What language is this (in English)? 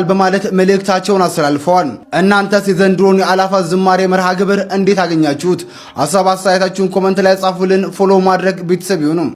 Amharic